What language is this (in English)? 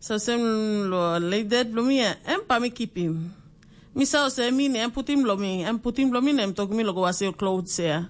Tok Pisin